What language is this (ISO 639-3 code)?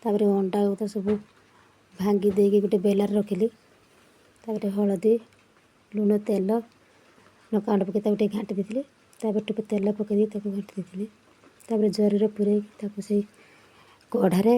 ori